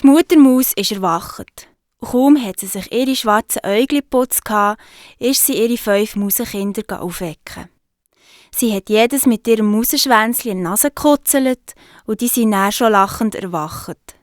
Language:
Swiss German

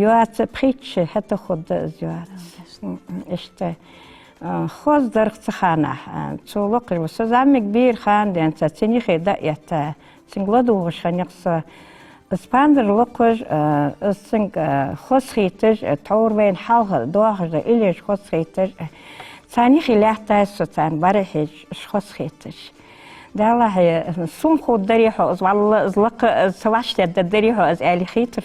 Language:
Ingush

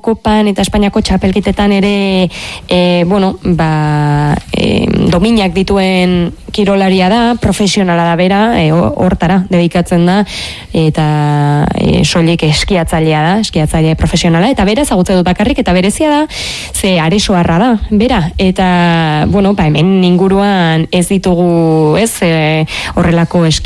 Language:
Basque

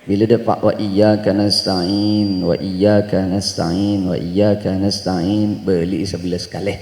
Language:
Madurese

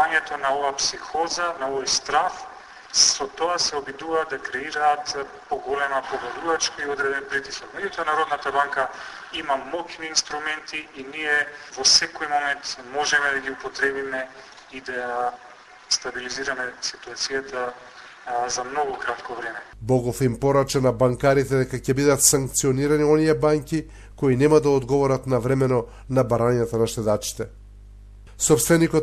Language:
Macedonian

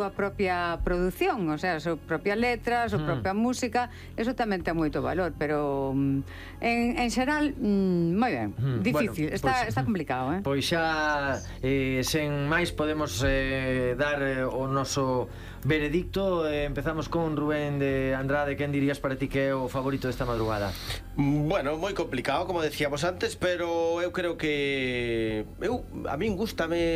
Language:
Galician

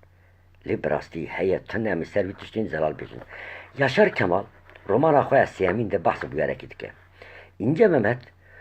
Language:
Kurdish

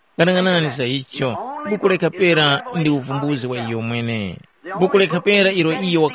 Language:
Tumbuka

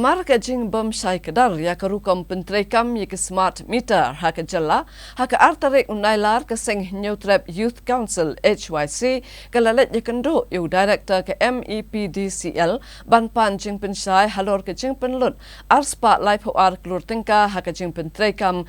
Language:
Khasi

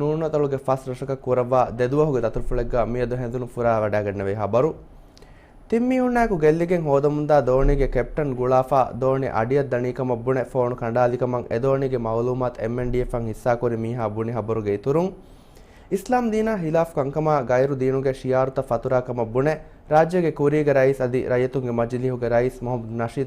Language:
Divehi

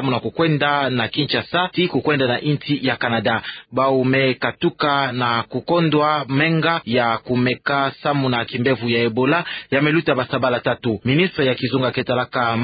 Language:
Kituba (Democratic Republic of Congo)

